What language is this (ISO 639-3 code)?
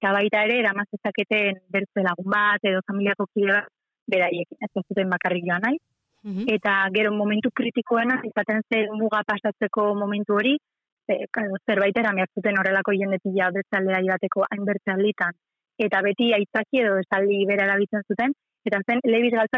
eus